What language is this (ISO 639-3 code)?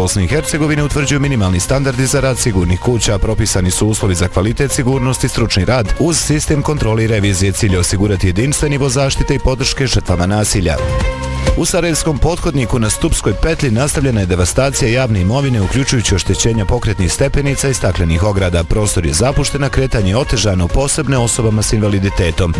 bos